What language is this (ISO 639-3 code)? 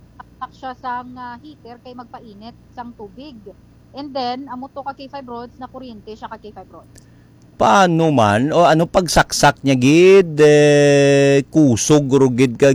hil